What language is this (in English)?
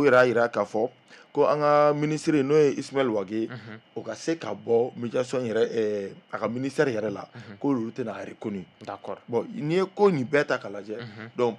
Bambara